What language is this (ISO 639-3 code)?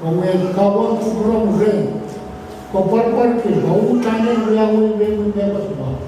pon